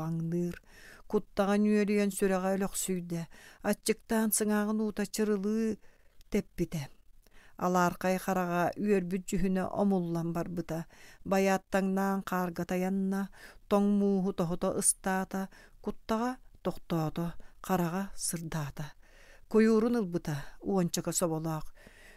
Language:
Yakut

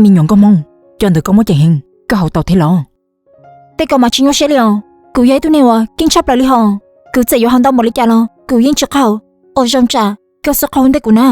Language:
Hmong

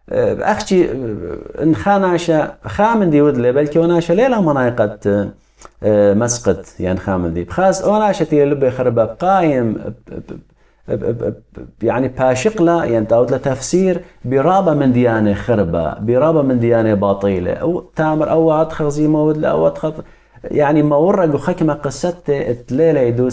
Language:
Assyrian Neo-Aramaic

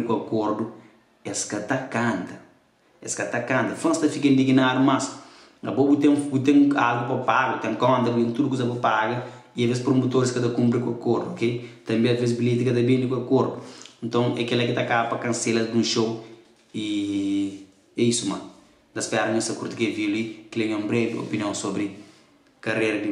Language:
Kabuverdianu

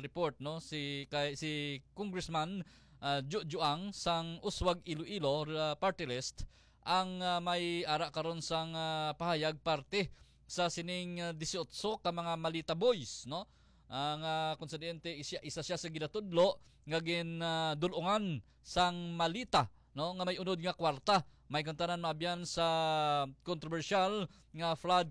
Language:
Hiligaynon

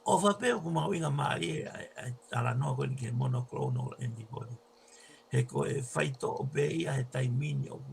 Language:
Tongan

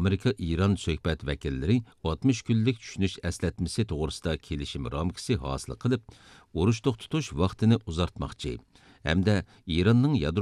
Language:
Uyghur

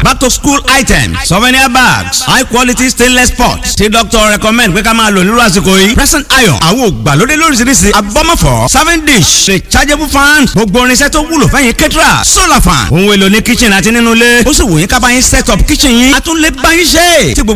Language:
Yoruba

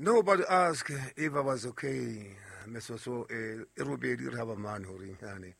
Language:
Southern Sotho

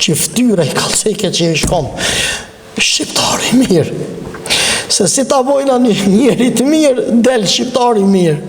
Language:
Albanian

